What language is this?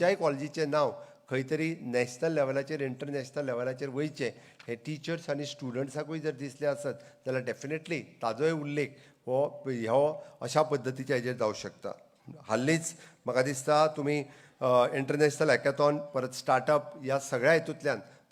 Konkani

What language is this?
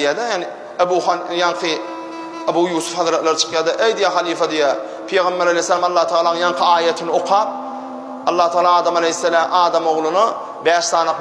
Turkmen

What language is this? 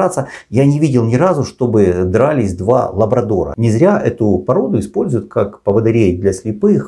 Russian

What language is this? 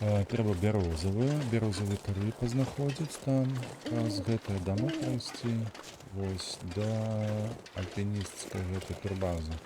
Belarusian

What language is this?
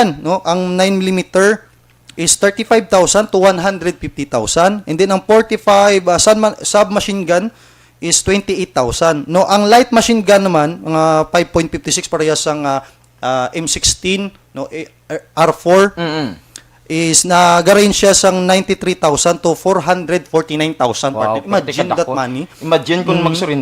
Hiligaynon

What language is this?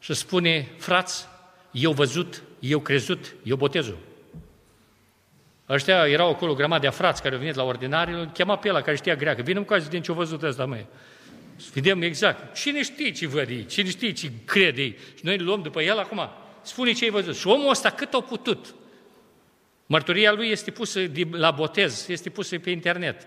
Romanian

